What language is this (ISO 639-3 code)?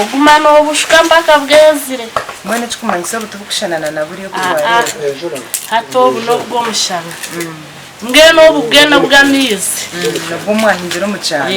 nyn